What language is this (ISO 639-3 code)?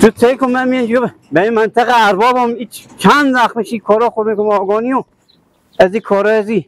fas